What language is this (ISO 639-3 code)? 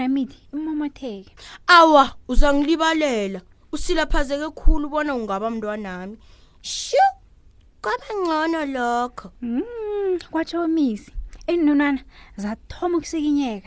nbl